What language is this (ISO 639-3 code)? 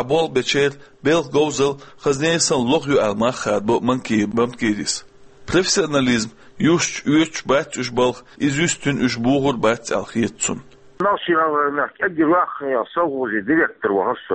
che